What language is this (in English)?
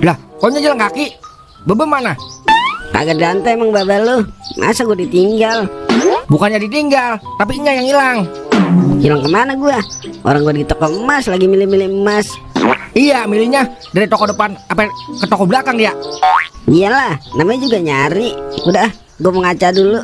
Betawi